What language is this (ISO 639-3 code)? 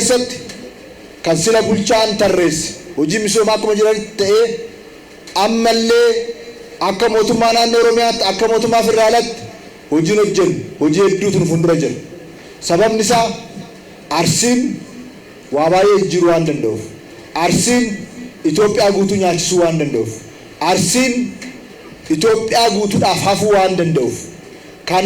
orm